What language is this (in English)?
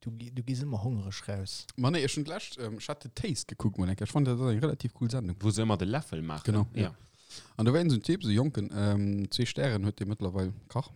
Luxembourgish